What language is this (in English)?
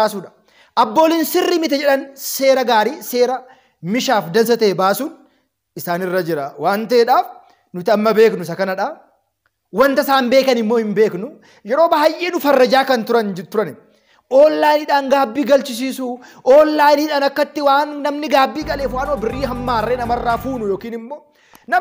Oromo